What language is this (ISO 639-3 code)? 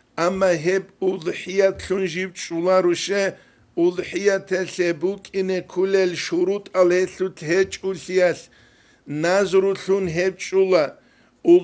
ava